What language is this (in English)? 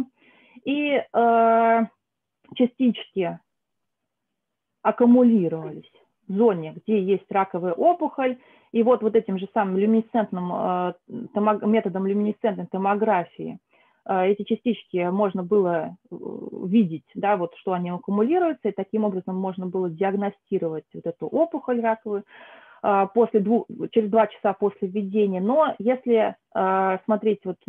Russian